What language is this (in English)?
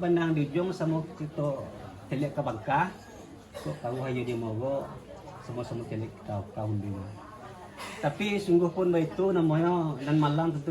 Minangkabau